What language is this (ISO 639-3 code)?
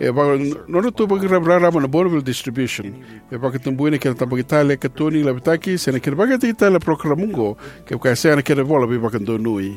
fij